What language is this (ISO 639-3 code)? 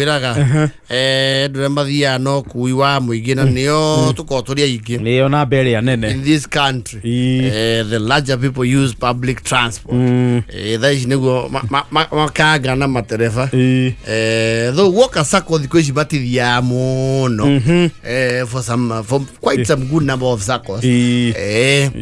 kik